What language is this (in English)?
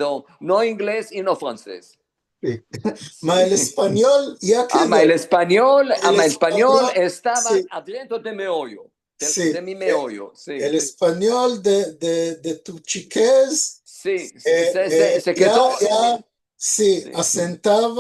Ladino